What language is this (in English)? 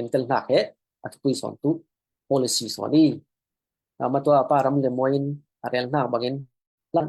Falam Chin